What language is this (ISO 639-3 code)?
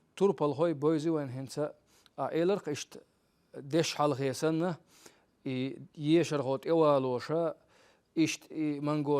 che